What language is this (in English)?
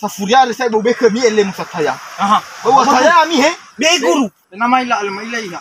Nias